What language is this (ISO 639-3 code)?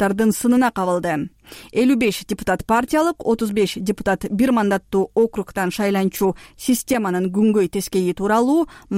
kir